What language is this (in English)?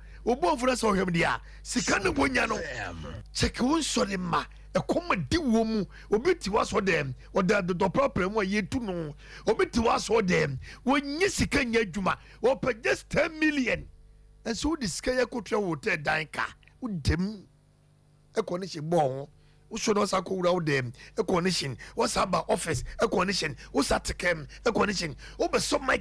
Akan